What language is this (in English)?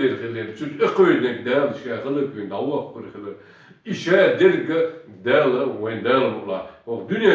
Chechen